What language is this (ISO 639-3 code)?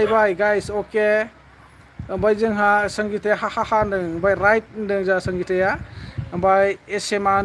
brx